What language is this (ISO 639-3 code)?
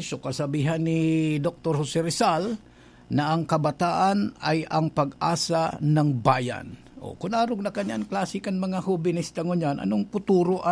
bik